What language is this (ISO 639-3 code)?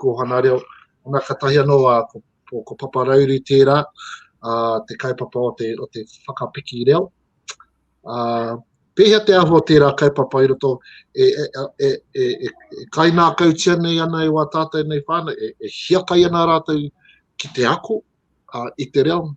mri